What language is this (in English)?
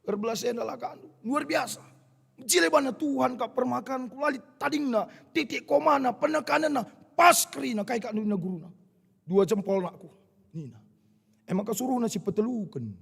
Batak Karo